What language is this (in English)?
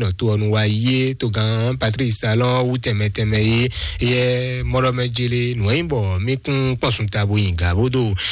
Fon